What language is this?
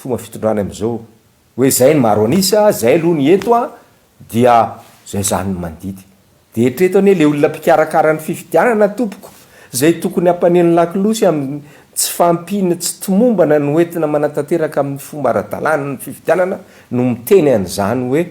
Malagasy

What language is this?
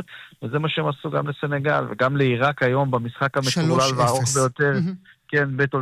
Hebrew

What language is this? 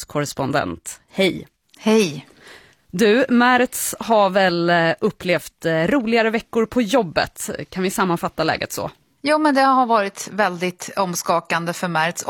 Swedish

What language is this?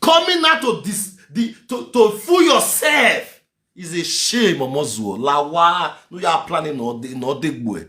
Nigerian Pidgin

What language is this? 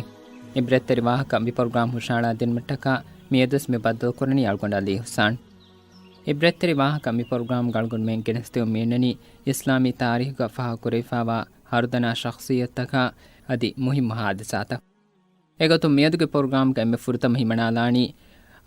Divehi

